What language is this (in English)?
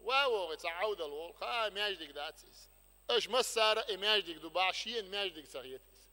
Chechen